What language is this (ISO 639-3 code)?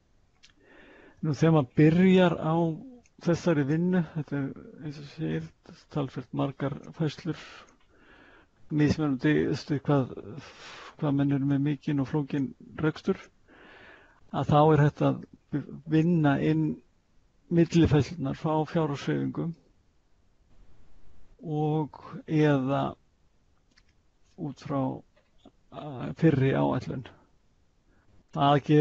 isl